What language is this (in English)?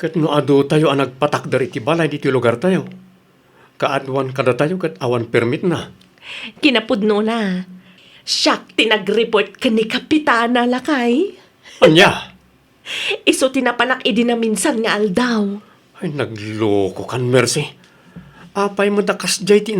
Iloko